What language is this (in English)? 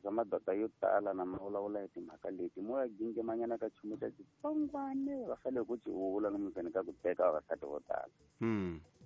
Tsonga